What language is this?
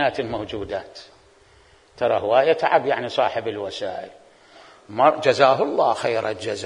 Mesopotamian Arabic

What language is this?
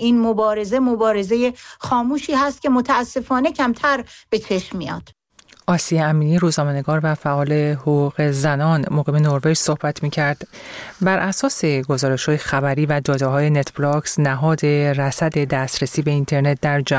Persian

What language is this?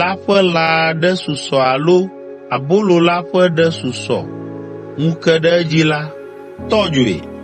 Ewe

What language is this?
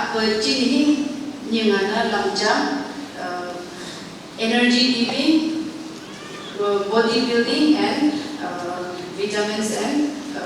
Phom Naga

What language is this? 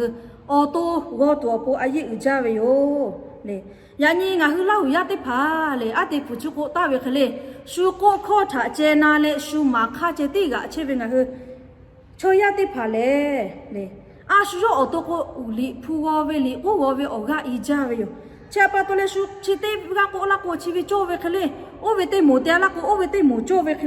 Lahu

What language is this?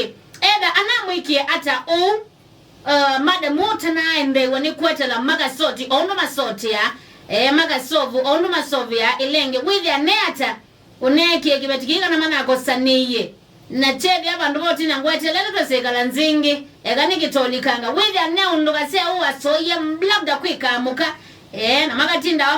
Kamba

